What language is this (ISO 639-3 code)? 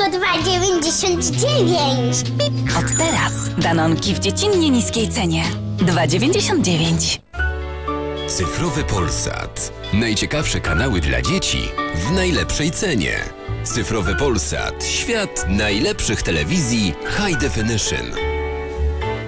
pol